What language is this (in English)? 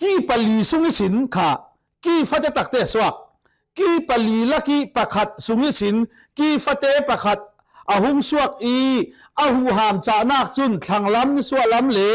Falam Chin